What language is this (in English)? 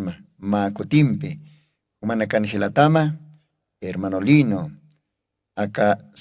Aymara